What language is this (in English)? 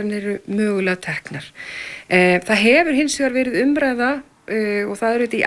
Icelandic